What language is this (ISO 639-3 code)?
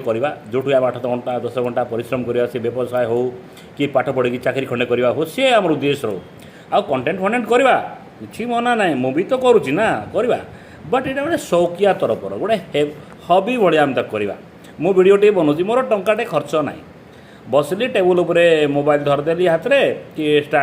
ori